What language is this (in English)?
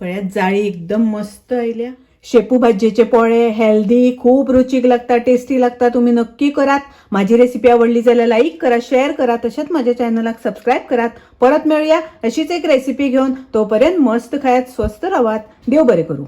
Konkani